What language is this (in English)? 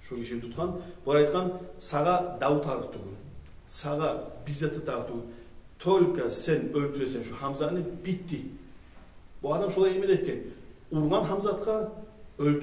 Kumyk